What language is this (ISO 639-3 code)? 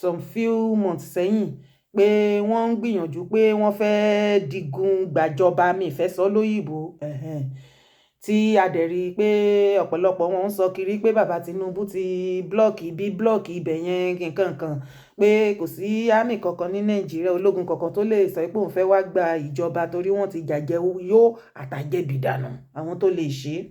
yor